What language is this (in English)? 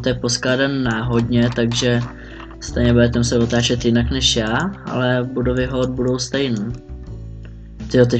Czech